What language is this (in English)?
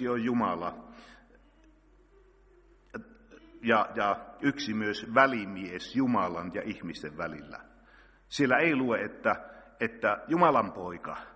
Finnish